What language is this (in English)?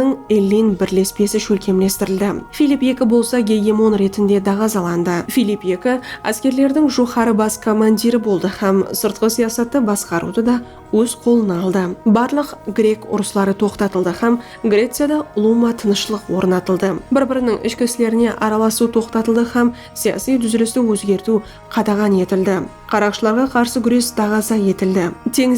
Kara-Kalpak